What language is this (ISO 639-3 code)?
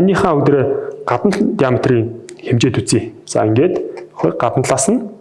mon